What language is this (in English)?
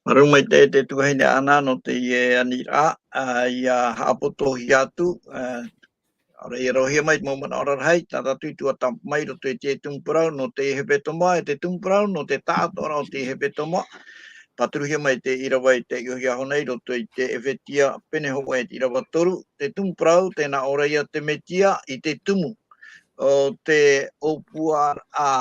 Tahitian